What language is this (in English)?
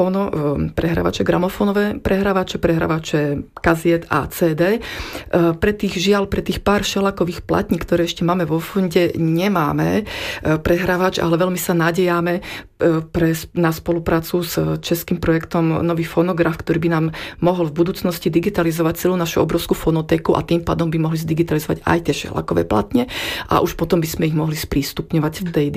Slovak